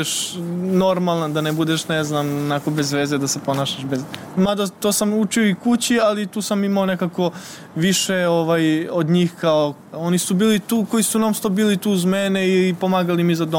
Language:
Serbian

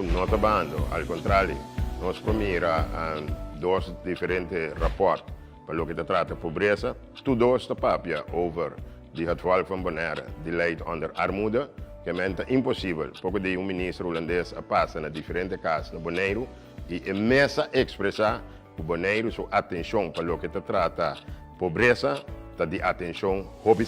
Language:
Papiamento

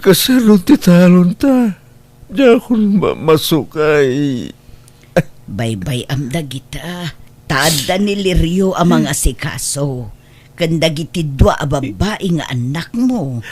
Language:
Iloko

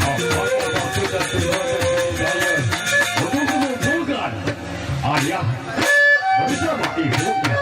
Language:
Sasak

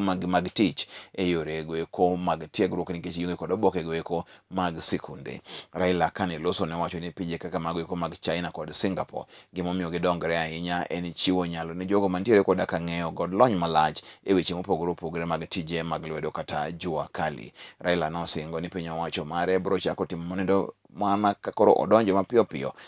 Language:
Luo (Kenya and Tanzania)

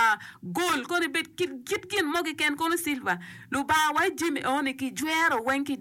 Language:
Acoli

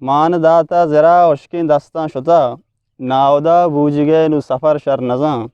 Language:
Eastern Balochi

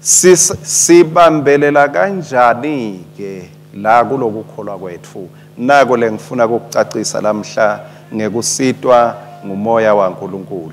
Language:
Swati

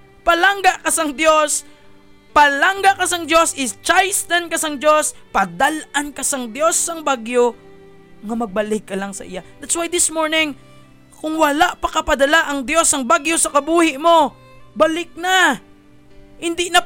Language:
Hiligaynon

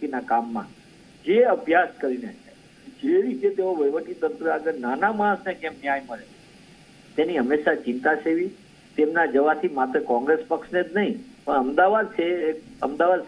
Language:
Gujarati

